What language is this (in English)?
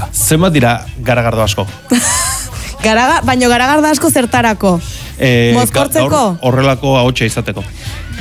Basque